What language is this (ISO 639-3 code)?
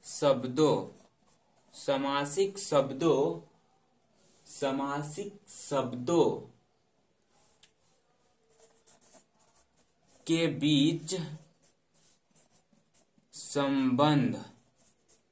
hin